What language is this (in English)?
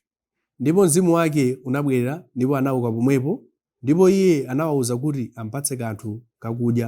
Nyanja